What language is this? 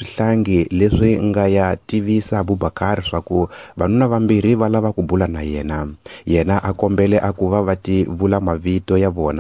Tsonga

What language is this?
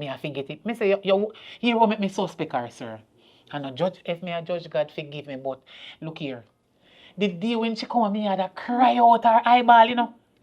Jamaican Creole English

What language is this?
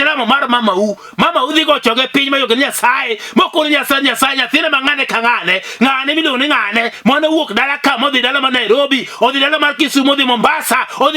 Luo (Kenya and Tanzania)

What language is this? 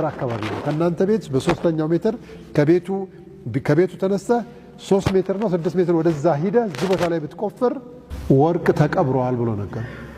Amharic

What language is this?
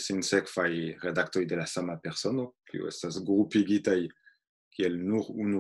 Esperanto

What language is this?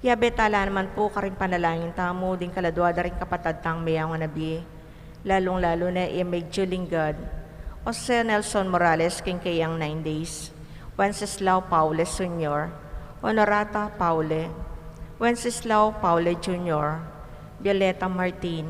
Pampanga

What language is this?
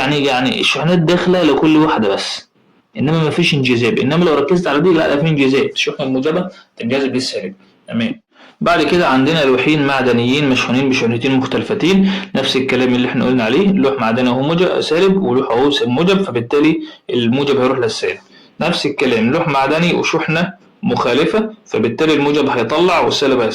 Egyptian Arabic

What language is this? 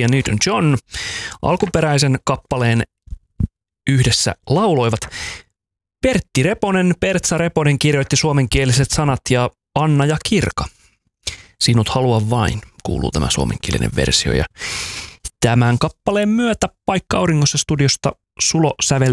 Finnish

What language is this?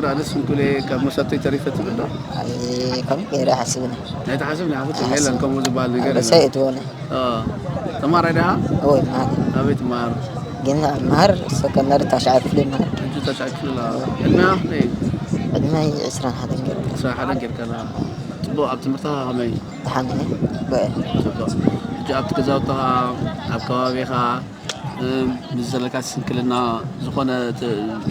Tigrinya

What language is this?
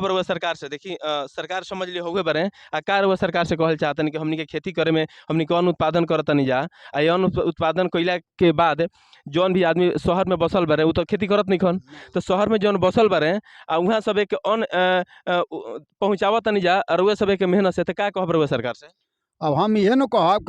Bhojpuri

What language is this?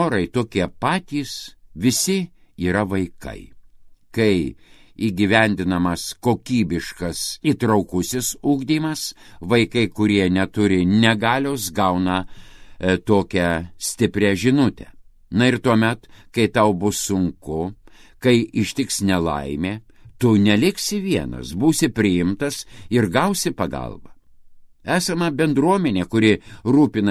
Lithuanian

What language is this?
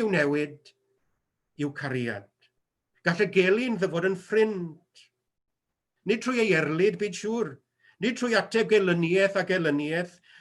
Welsh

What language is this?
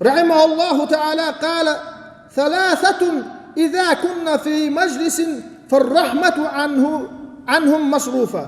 Chechen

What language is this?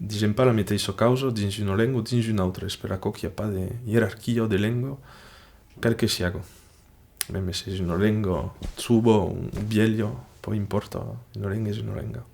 Occitan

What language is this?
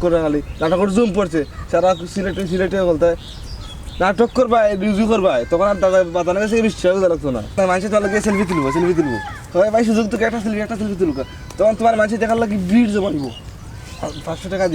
Sylheti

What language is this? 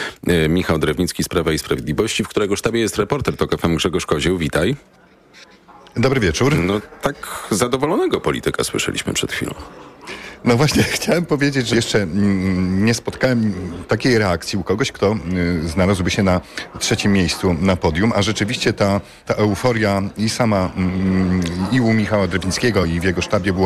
Polish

